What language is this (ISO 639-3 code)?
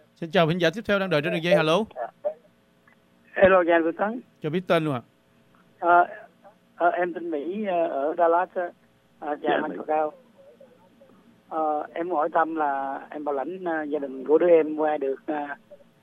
vie